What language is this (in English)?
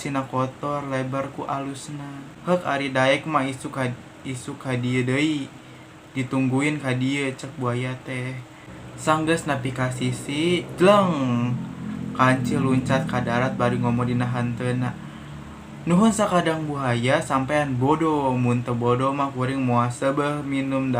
Sundanese